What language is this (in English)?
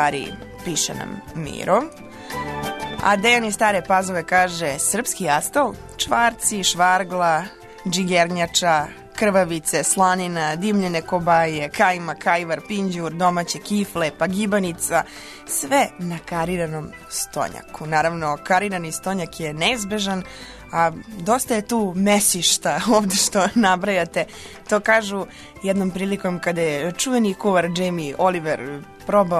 Serbian